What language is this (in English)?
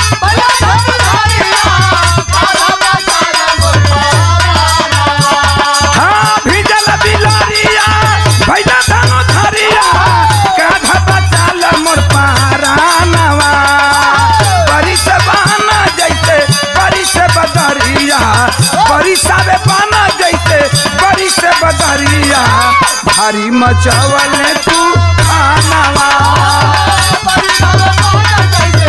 Bhojpuri